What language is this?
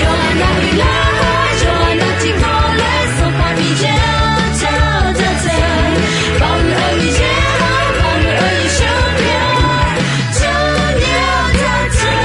Akha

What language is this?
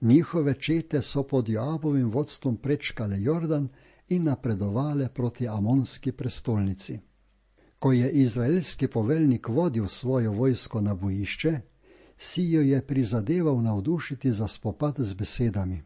Slovenian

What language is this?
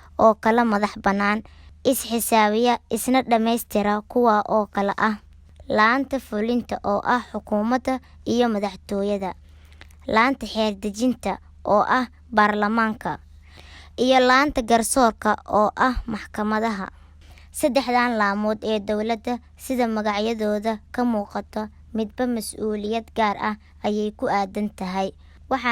Somali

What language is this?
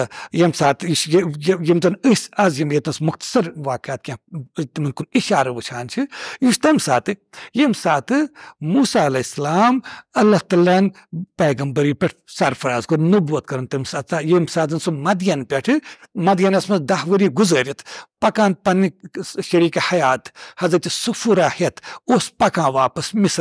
Kashmiri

